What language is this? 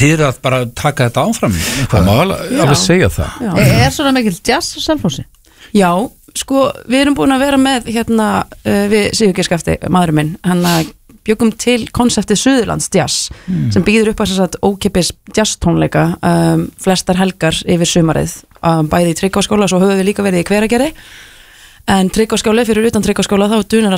Icelandic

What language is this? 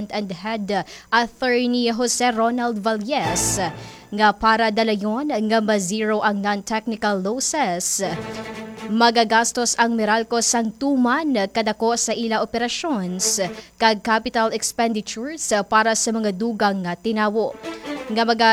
Hiligaynon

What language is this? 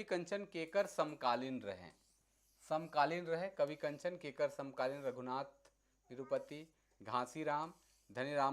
Sadri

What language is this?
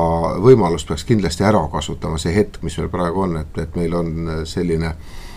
Estonian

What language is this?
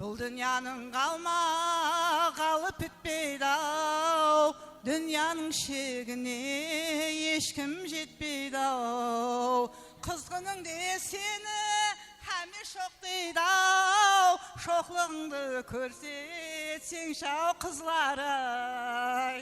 Kara-Kalpak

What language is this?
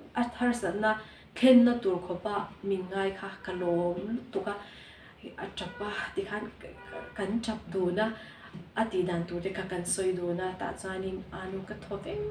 Mizo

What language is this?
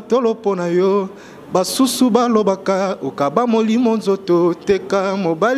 Lingala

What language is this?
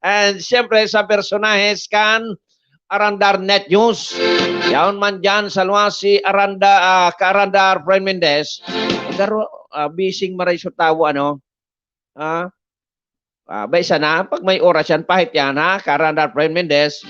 Bikol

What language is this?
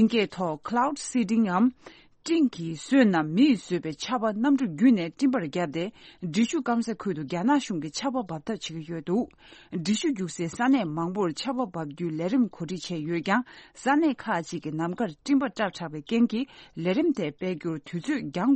Tibetan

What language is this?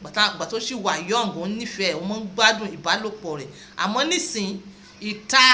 Yoruba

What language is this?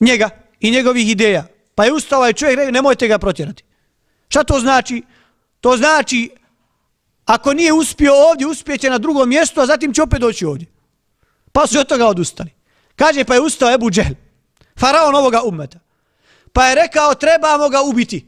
Bosnian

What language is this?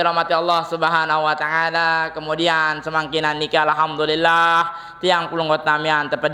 Sasak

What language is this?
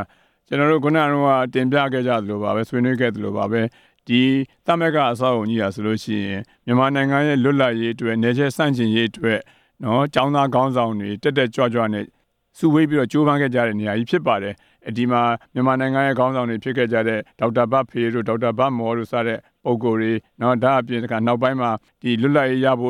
Burmese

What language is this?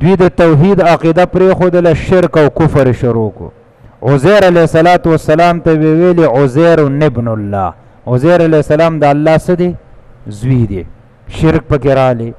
Pashto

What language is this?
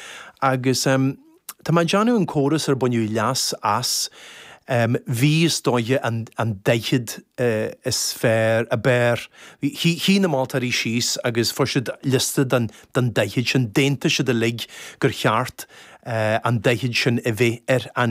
Irish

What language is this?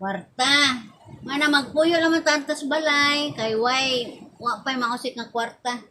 Cebuano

